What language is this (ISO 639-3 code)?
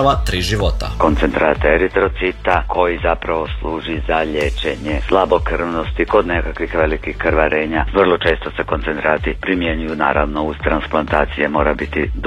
hrv